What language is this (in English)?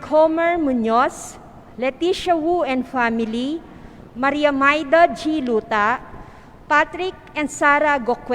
Pampanga